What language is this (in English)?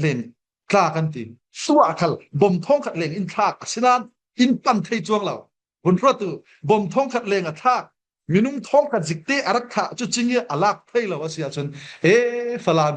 Falam Chin